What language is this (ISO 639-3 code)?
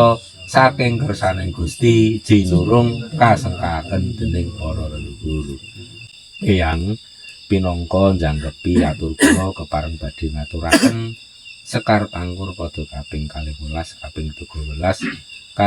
jav